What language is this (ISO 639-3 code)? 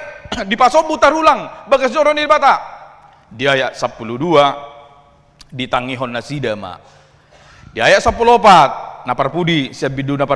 bbc